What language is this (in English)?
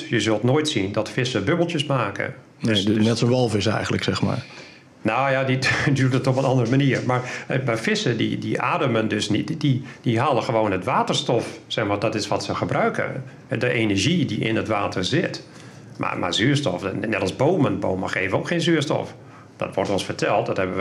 Dutch